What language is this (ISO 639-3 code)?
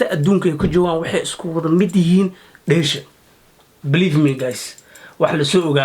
som